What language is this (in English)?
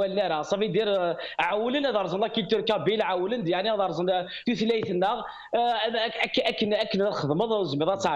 Kabyle